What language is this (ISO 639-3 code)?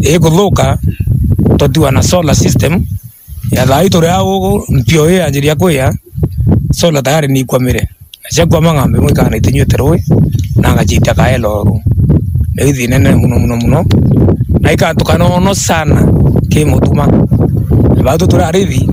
mer